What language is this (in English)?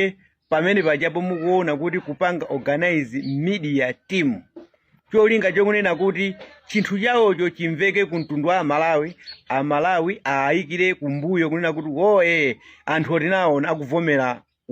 Nyanja